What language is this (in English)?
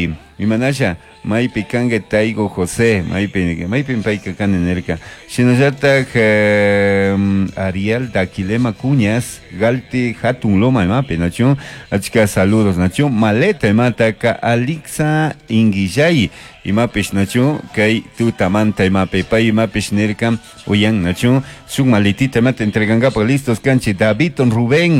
Chimborazo Highland Quichua